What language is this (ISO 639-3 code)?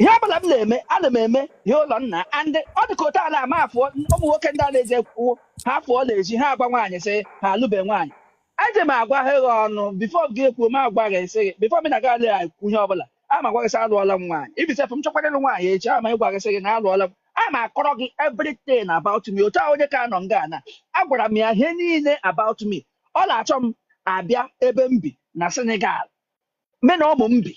ibo